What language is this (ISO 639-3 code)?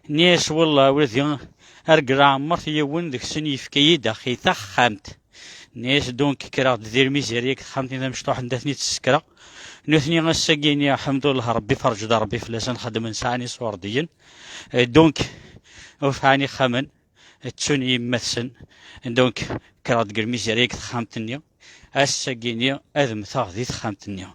kab